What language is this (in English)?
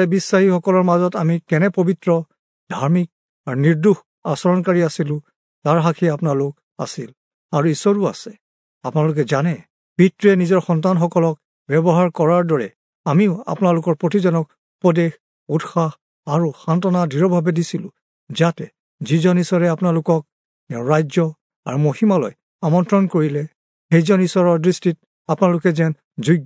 Assamese